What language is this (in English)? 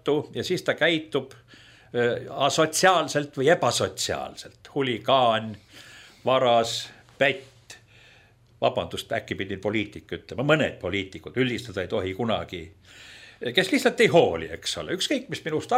Estonian